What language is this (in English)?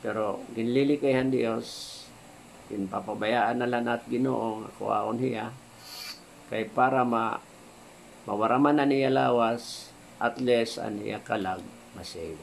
Waray